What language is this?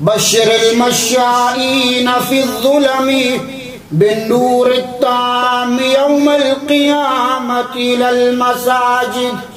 Baluchi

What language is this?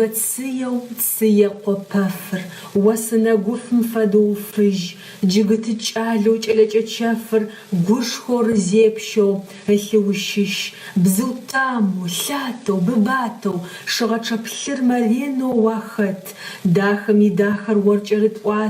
Adyghe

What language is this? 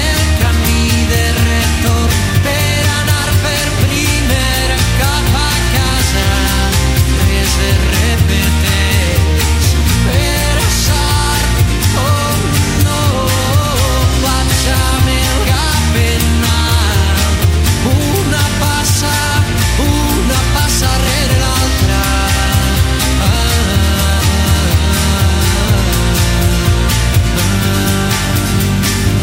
Catalan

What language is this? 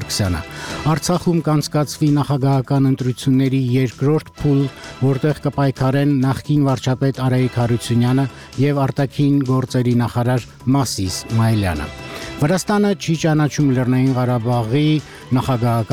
Armenian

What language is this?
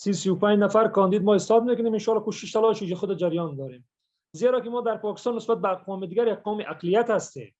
Persian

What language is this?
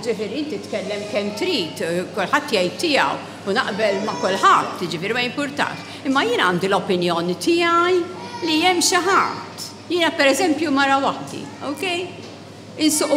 Maltese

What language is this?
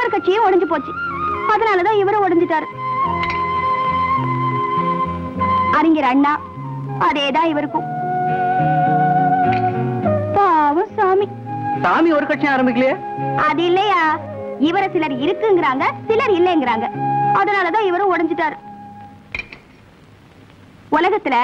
Tamil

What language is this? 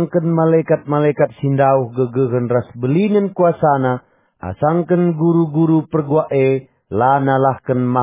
Batak Karo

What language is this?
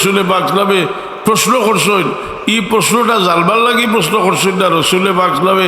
Sylheti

